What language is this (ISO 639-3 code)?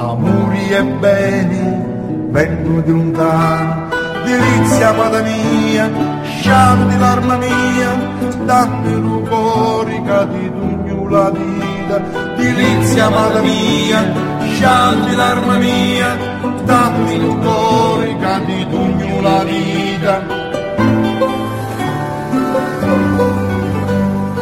fra